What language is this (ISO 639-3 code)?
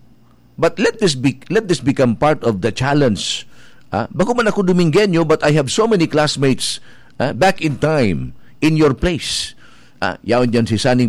bik